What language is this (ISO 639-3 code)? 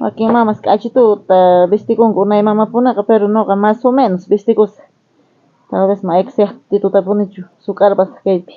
quh